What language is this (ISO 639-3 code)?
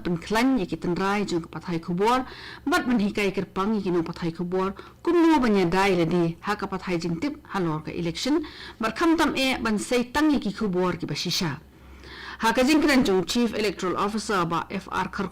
kha